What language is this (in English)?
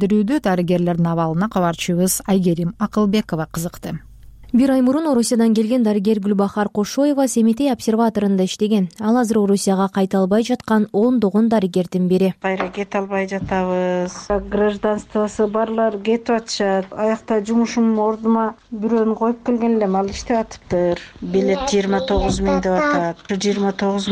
Kyrgyz